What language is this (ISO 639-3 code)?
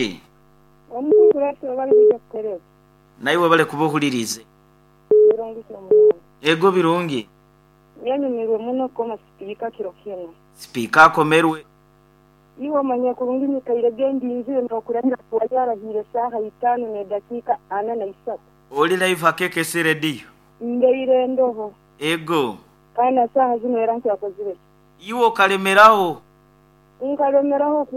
nyo